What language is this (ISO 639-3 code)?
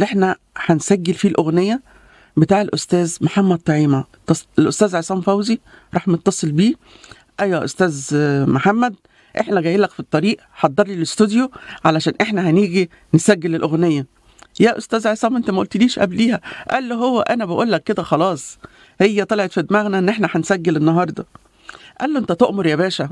arz